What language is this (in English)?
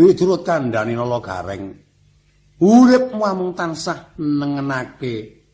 Javanese